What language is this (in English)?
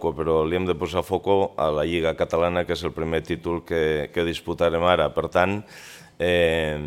Catalan